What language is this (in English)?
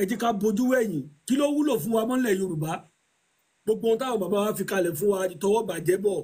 Yoruba